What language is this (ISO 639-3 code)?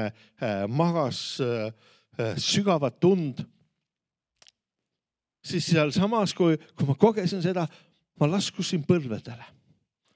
est